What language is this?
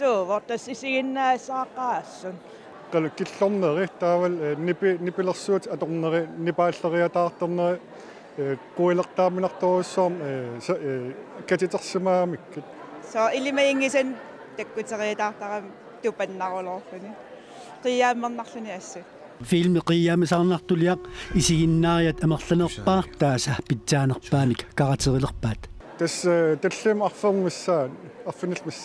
Kalaallisut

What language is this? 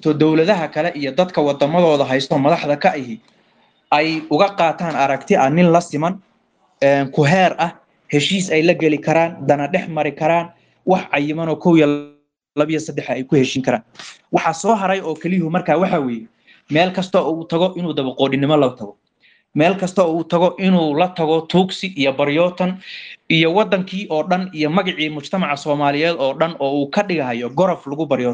Somali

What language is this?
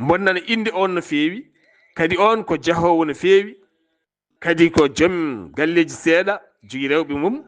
Fula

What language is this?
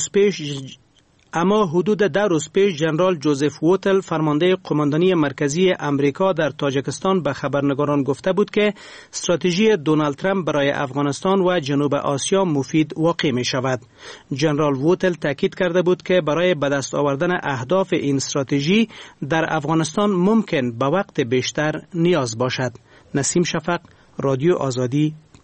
Persian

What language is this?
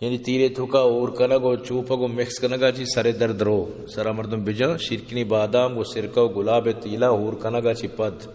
Baluchi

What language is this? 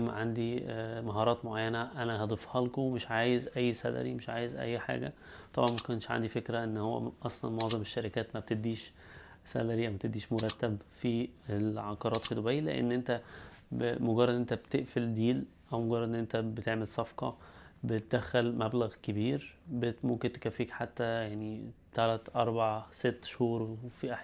Egyptian Arabic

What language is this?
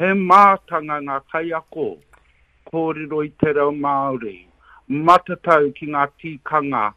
Māori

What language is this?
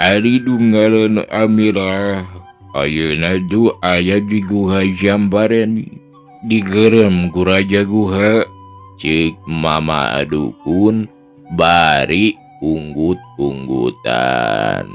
Sundanese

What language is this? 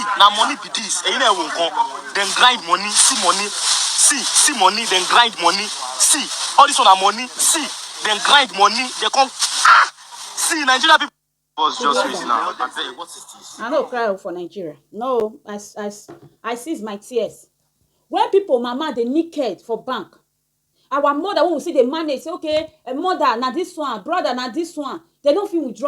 Nigerian Pidgin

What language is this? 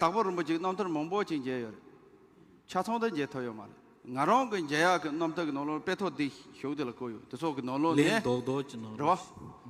Tibetan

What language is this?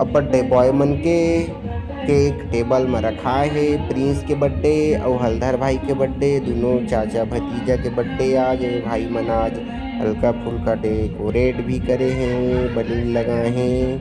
Chhattisgarhi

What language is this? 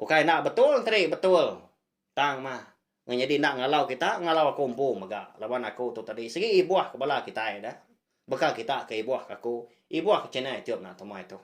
Iban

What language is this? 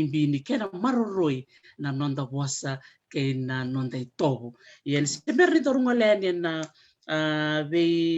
Fijian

